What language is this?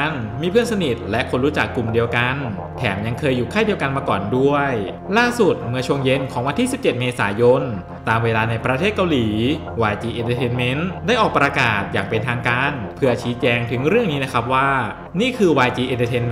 Thai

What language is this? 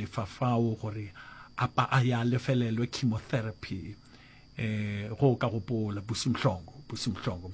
Northern Sotho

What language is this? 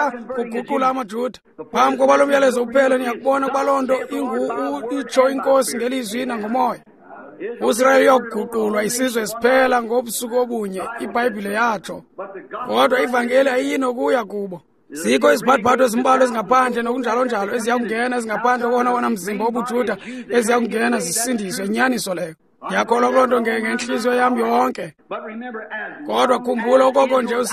Xhosa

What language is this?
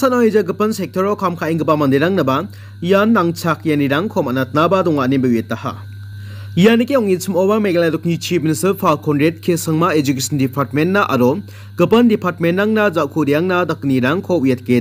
Garo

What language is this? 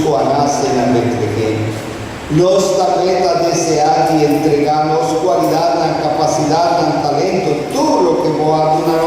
Papiamento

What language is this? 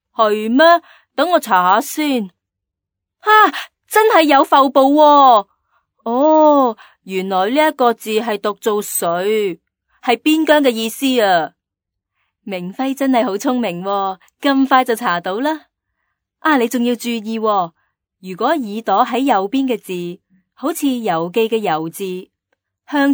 Cantonese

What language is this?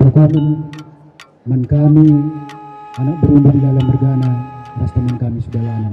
Batak Karo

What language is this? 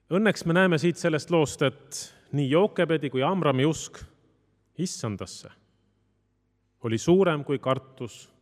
Estonian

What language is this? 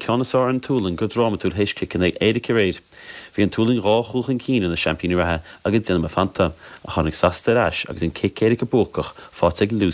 Irish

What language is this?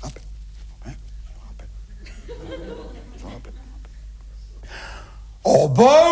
French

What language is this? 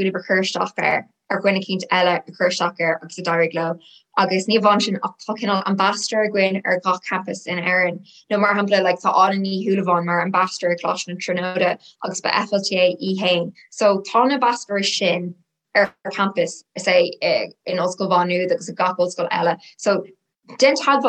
Irish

